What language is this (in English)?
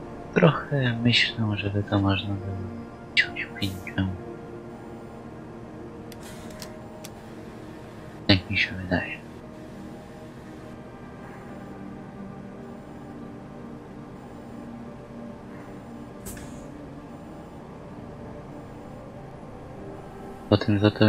Polish